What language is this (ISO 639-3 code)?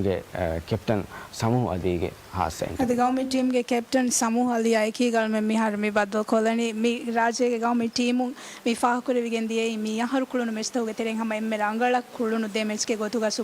div